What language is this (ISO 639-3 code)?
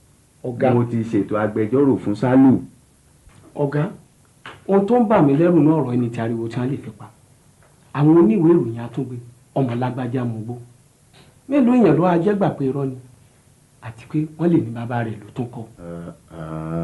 yor